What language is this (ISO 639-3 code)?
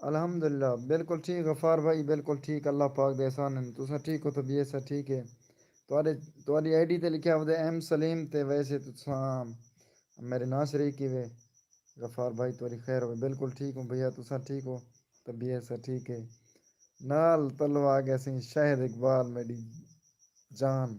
skr